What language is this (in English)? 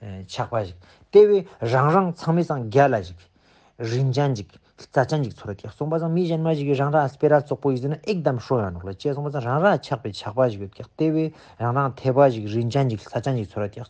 Ladakhi